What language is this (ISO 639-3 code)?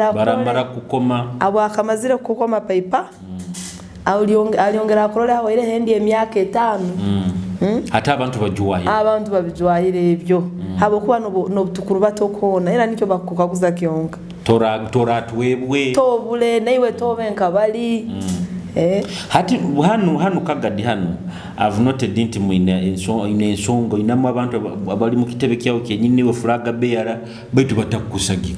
nyo